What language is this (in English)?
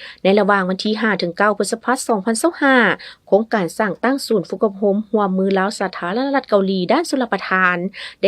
Lao